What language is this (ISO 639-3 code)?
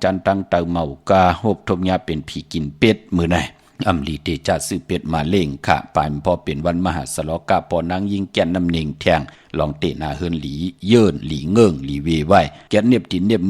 shn